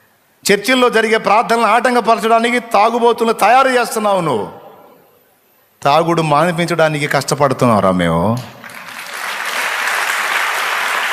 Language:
Telugu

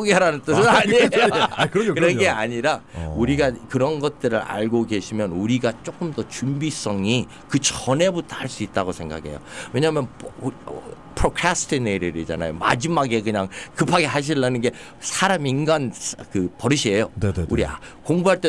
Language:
Korean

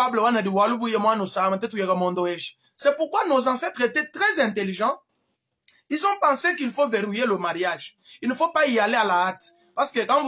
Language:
Luba-Lulua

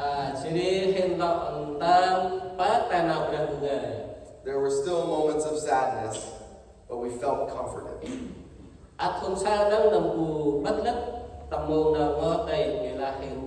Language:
Central Mnong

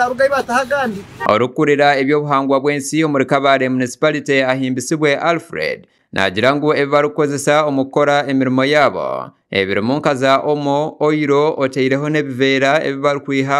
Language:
Nyankole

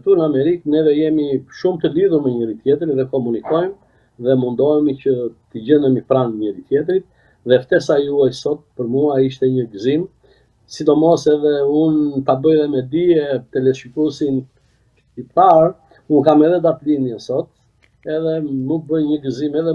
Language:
Albanian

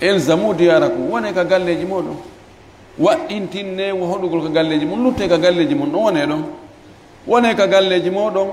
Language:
Fula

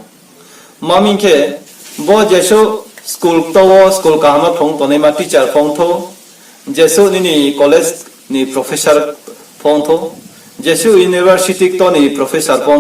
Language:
Riang (India)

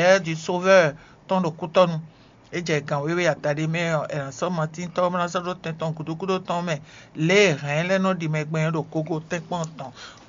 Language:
Fon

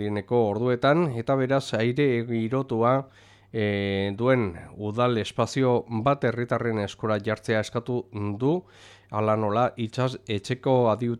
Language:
Basque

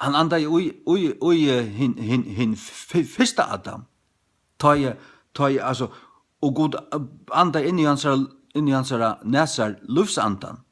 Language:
Faroese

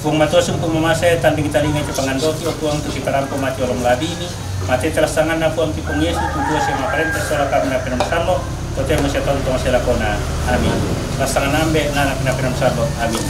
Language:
Toraja-Sa'dan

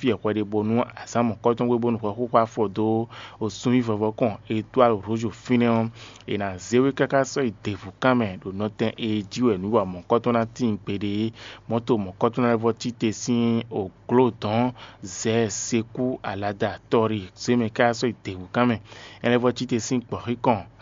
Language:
Fon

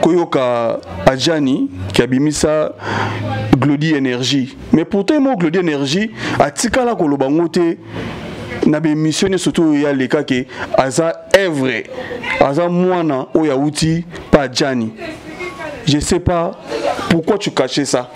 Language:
Lingala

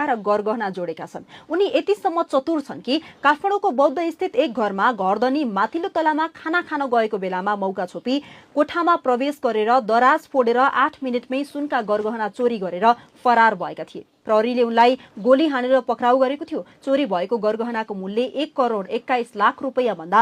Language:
Nepali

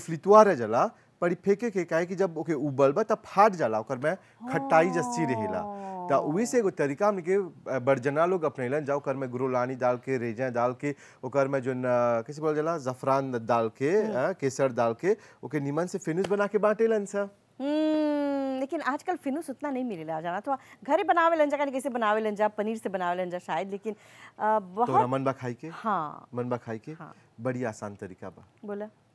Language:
Bhojpuri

